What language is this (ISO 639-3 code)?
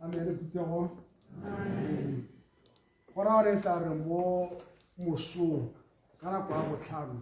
tsn